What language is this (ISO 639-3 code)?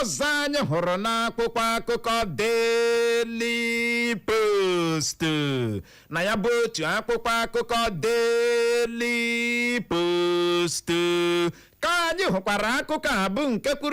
ibo